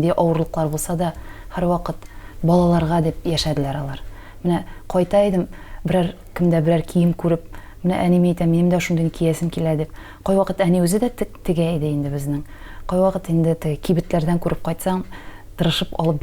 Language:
Tatar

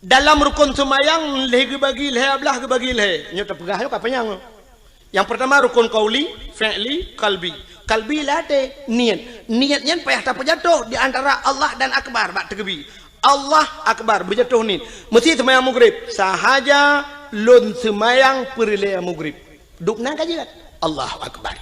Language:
Achinese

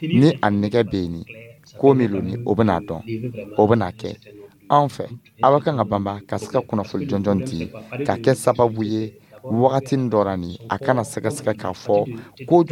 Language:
Dyula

